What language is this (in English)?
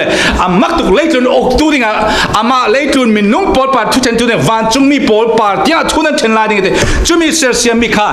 Falam Chin